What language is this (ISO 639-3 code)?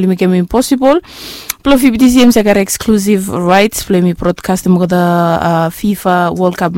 bis